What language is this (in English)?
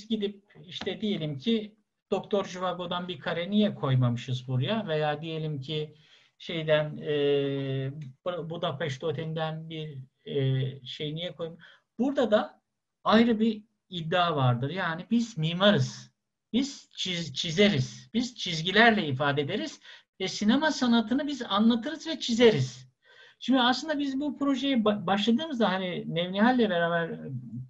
Turkish